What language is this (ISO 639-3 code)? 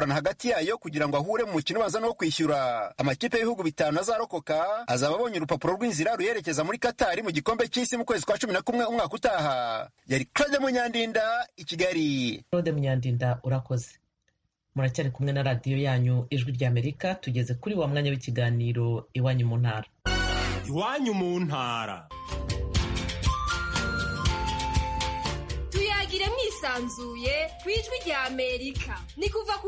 kin